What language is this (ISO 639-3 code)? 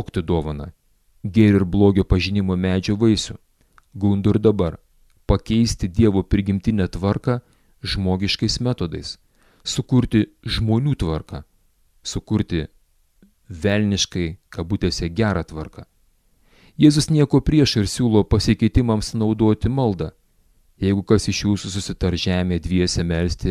lit